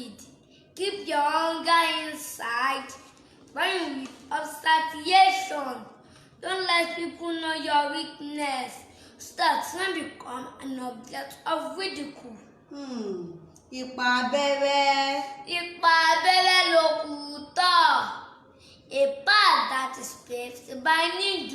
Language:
Yoruba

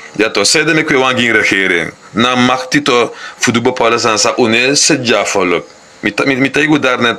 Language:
Sranan Tongo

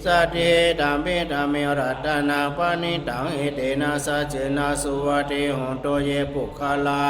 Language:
Pali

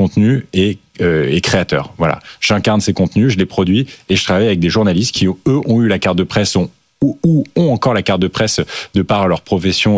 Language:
French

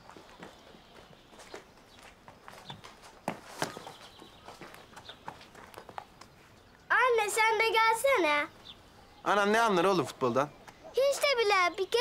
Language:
Turkish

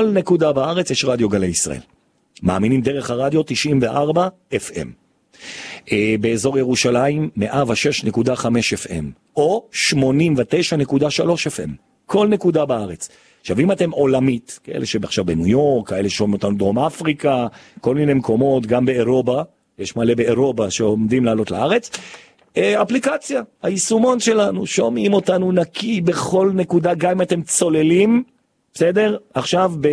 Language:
Hebrew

